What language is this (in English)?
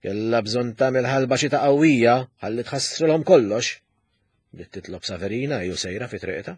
Maltese